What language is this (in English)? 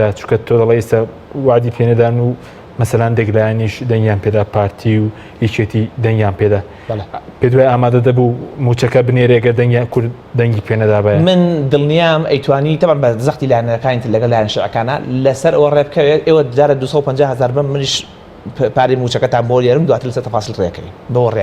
Central Kurdish